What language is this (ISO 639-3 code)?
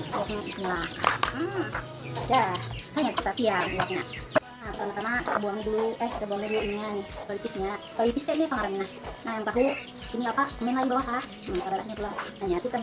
bjn